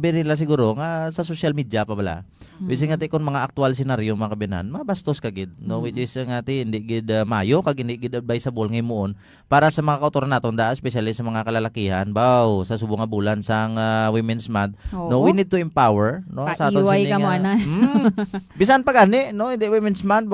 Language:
Hiligaynon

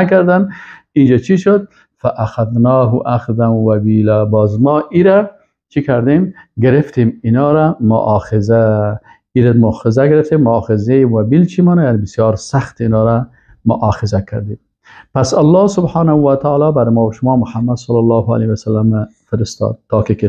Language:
Persian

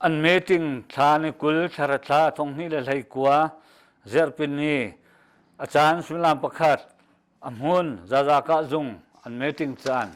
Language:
Hakha Chin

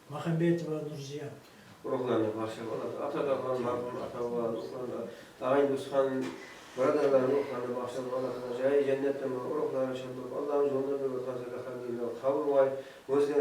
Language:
Kara-Kalpak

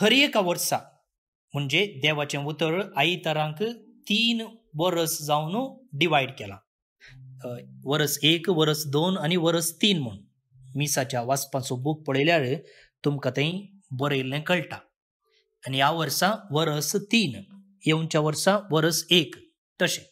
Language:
Konkani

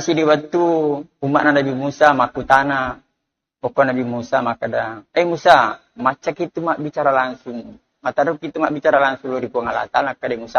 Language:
Buginese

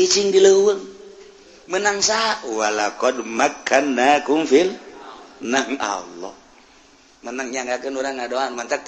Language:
Sundanese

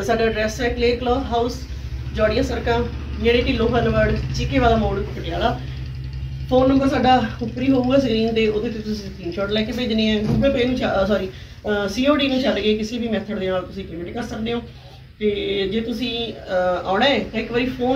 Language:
Punjabi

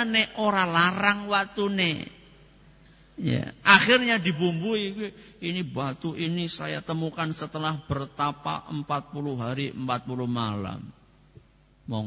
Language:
Indonesian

